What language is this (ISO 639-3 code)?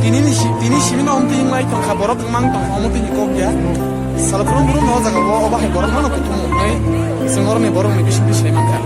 trp